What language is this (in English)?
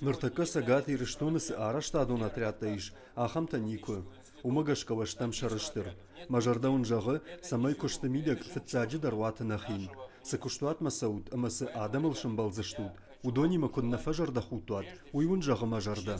Ossetic